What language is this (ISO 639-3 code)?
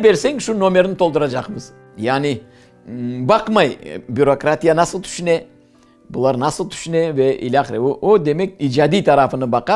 crh